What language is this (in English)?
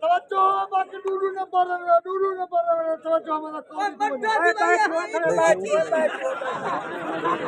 Saraiki